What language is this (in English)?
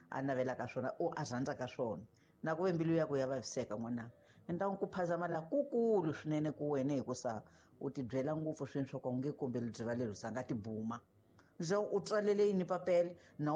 Tsonga